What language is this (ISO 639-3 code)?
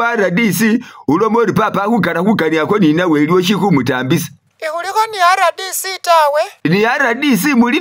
myx